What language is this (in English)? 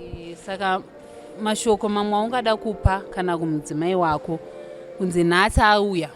Shona